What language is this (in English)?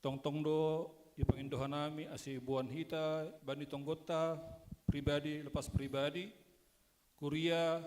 Batak Simalungun